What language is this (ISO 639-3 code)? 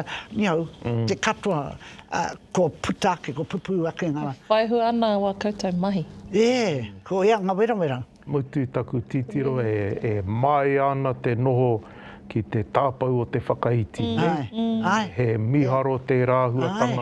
mri